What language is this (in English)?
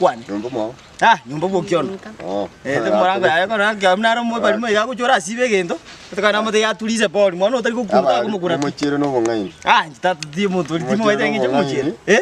Gusii